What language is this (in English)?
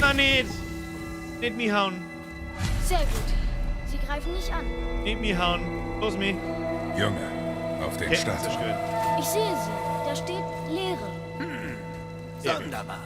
Bavarian